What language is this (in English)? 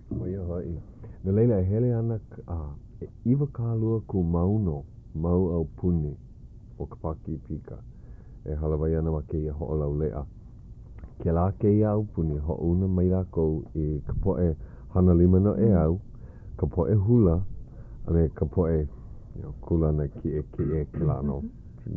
Hawaiian